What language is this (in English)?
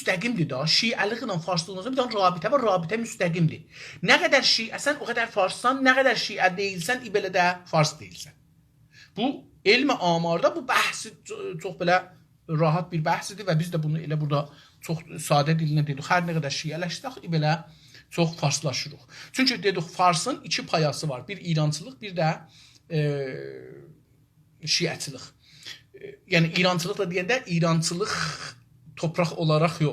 South Azerbaijani